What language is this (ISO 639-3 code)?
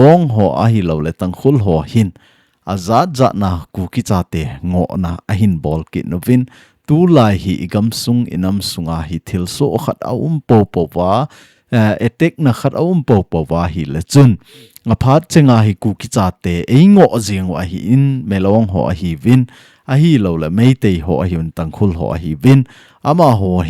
tcz